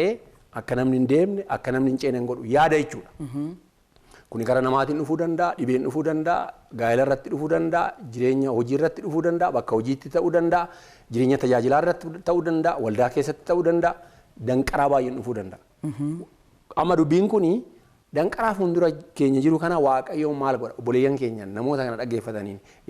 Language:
Oromo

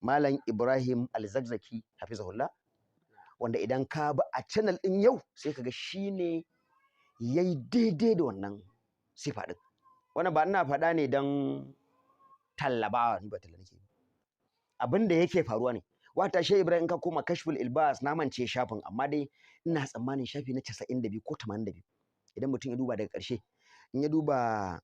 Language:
Hausa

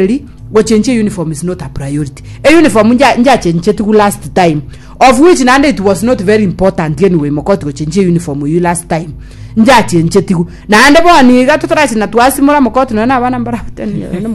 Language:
Gusii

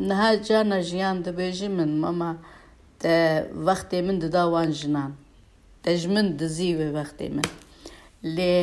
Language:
Kurdish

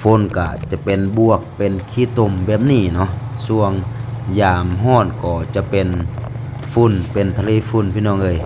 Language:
Lao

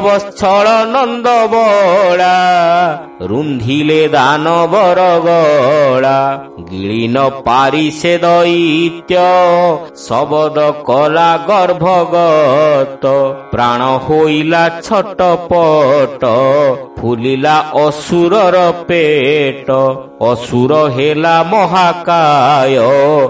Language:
Odia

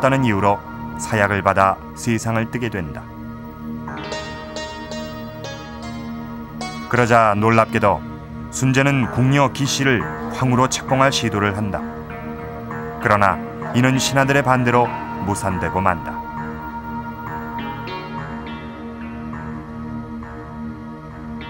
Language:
Korean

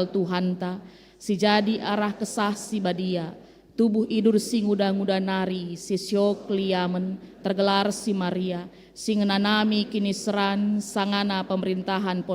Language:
Batak Karo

